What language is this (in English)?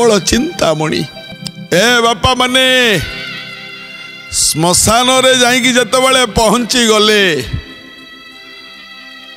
Odia